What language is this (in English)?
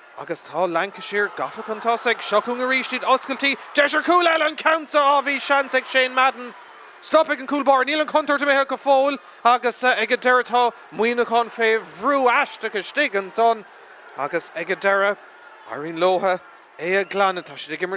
Irish